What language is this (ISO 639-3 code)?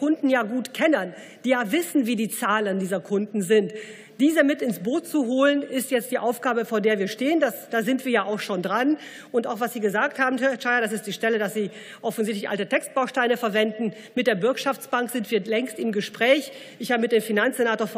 deu